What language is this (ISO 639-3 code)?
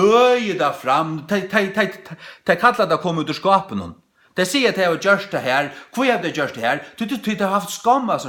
fao